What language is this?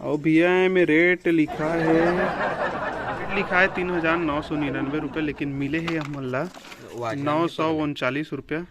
Chhattisgarhi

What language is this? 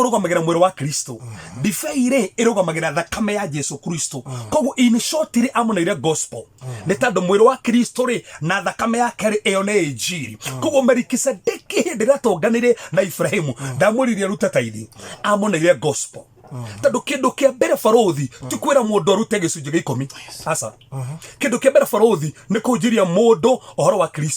Kikuyu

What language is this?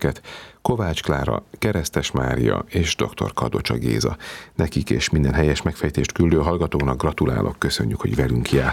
Hungarian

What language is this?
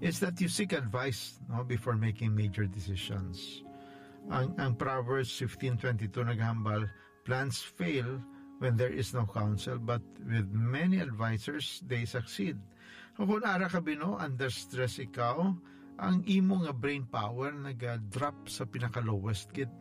Hiligaynon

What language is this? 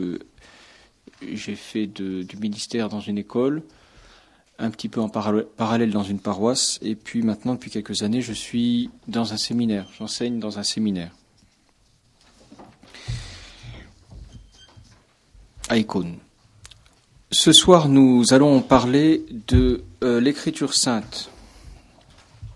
French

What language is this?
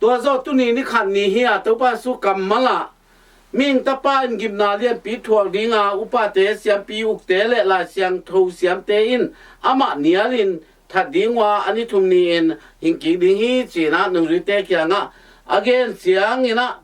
Tedim Chin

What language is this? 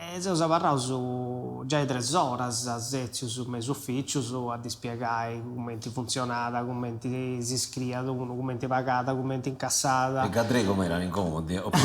Sardinian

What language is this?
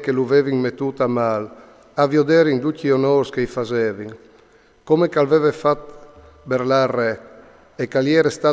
Friulian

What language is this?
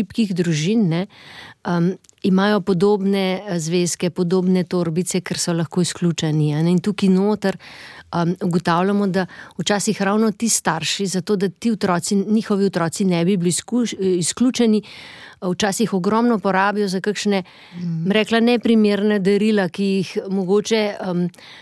Slovenian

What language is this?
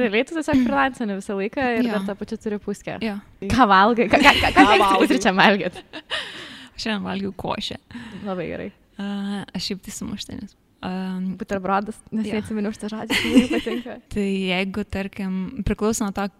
Lithuanian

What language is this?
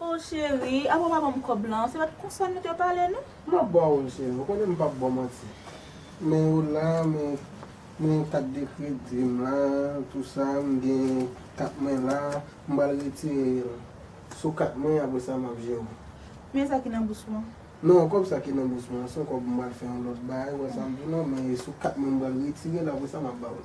Haitian Creole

